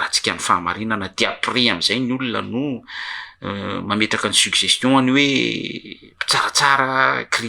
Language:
Malagasy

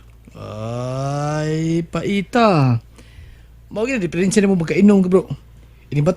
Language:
Cebuano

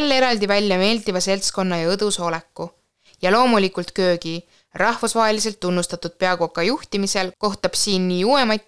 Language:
Estonian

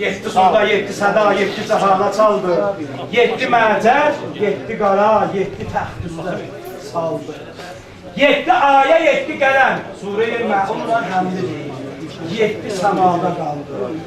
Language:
South Azerbaijani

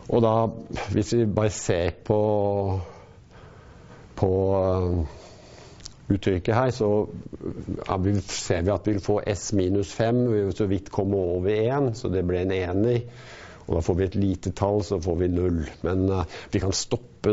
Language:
Norwegian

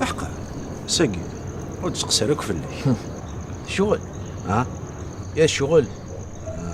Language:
Kabyle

